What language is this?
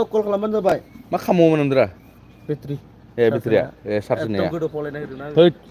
Bodo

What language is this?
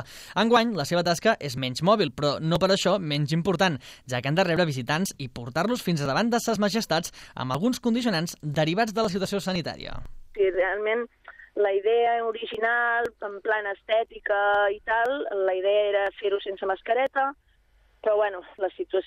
Catalan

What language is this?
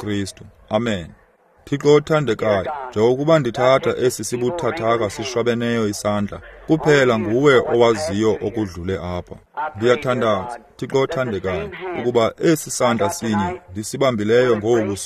Xhosa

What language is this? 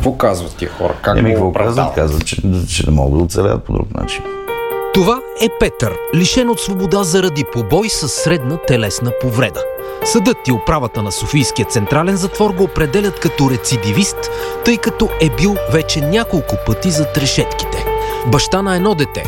Bulgarian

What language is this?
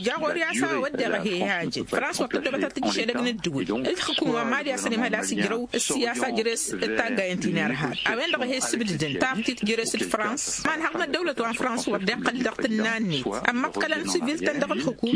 Tamasheq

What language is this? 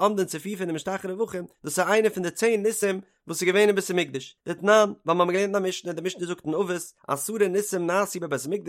Yiddish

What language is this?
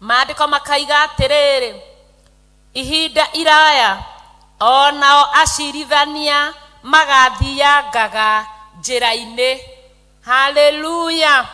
Kikuyu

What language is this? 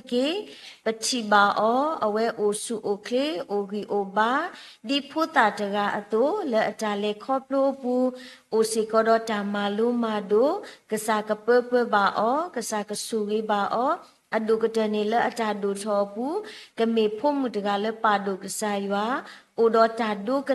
S'gaw Karen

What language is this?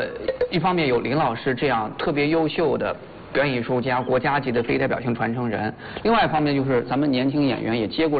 Chinese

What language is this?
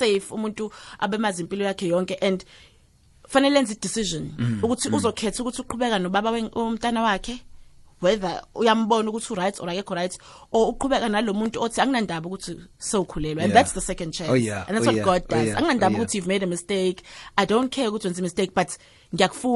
South Ndebele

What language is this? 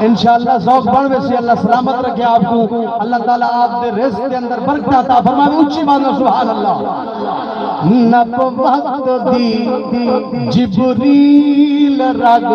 Saraiki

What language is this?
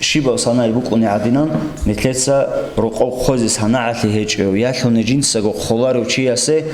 Avaric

